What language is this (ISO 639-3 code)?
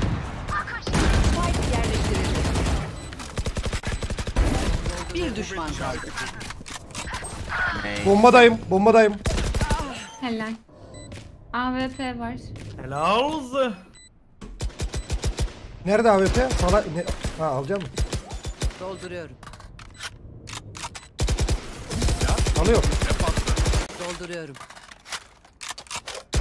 tur